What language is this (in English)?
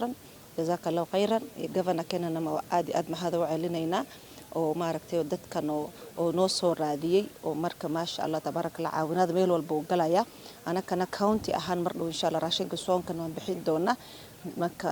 Somali